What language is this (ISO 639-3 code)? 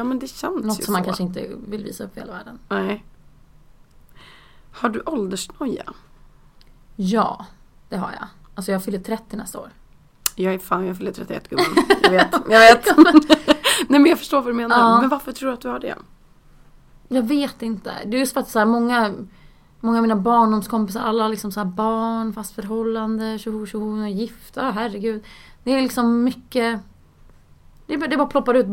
swe